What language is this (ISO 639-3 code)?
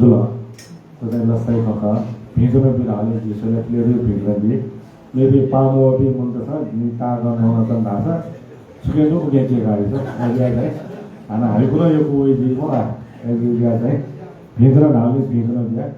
new